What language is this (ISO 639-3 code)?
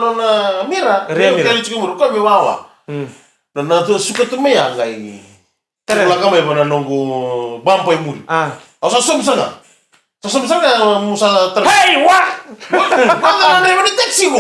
fij